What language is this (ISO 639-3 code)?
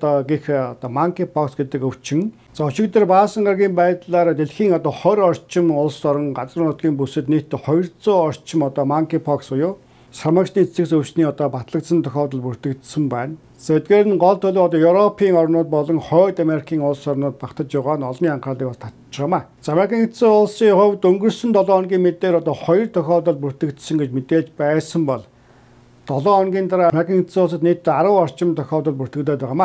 mon